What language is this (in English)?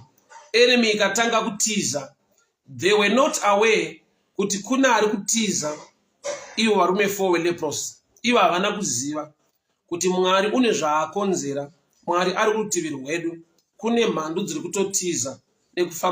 Shona